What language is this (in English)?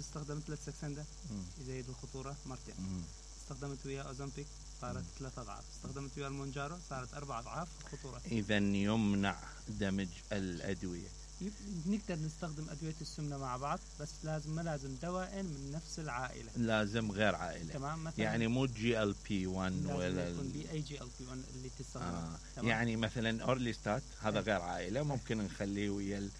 Mesopotamian Arabic